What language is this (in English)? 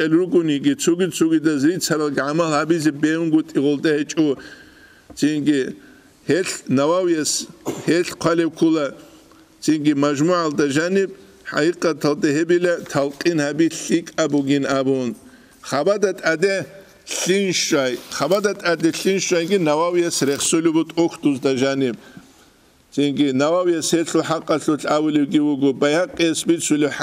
Avaric